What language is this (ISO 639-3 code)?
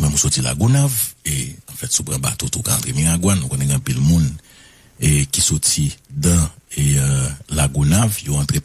hat